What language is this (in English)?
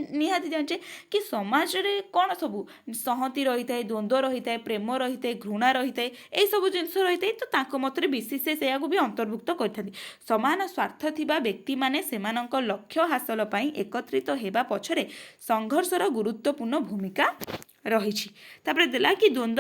Odia